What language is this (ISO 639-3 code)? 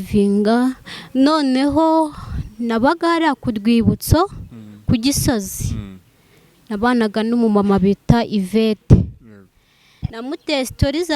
kin